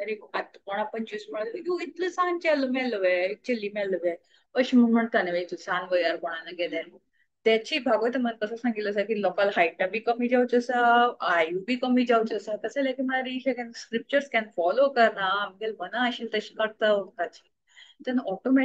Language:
Konkani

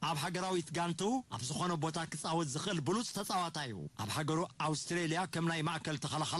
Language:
Tigrinya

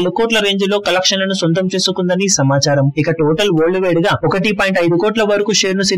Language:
Telugu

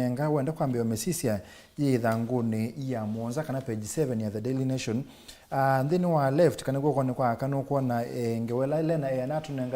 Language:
Kamba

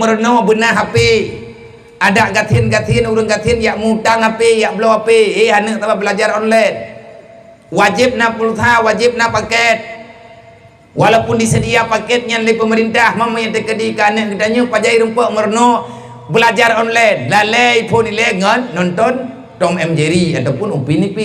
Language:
Achinese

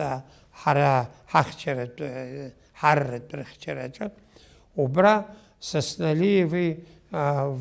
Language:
Abkhazian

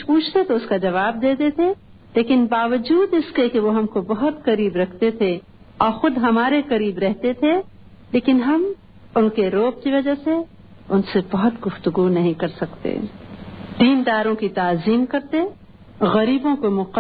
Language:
Urdu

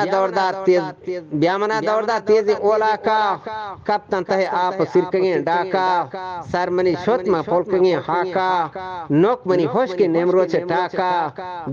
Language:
Eastern Balochi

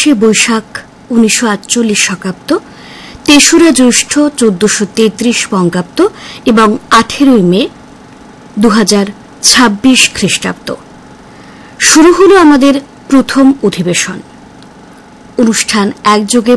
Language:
Bangla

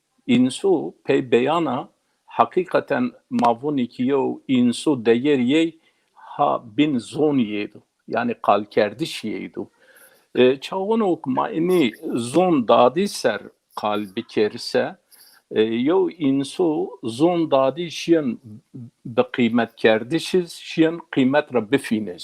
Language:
Zaza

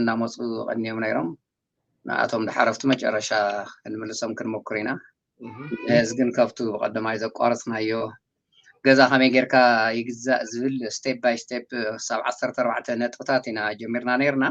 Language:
Tigrinya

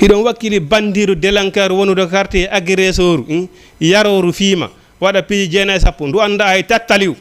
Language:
Fula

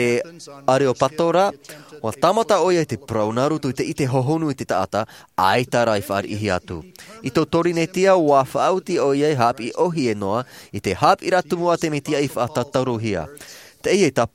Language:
Tahitian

